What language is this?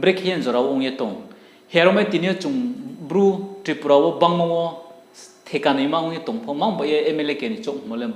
Riang (India)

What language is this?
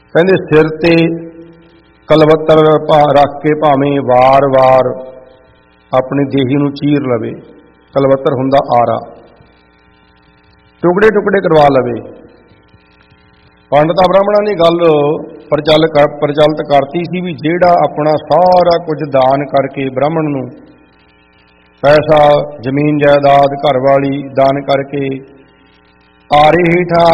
Punjabi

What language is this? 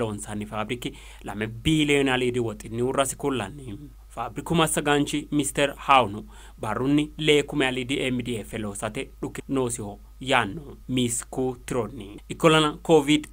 Sidamo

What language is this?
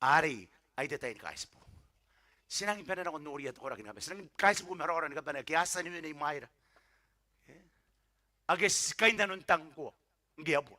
Gilbertese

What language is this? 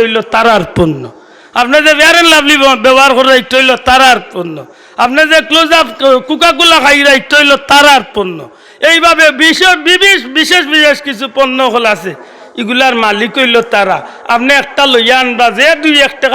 Sylheti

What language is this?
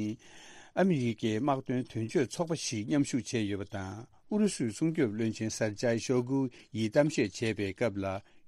Tibetan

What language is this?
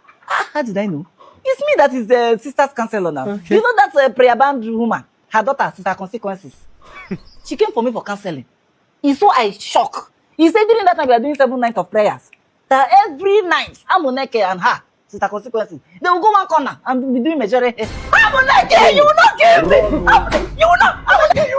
Nigerian Pidgin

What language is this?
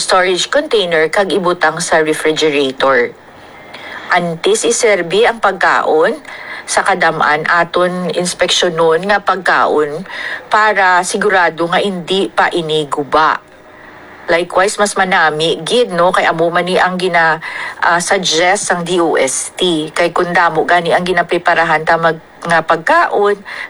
Hiligaynon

